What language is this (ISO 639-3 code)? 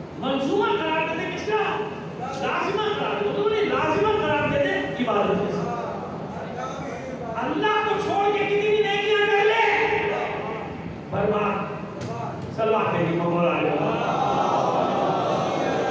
urd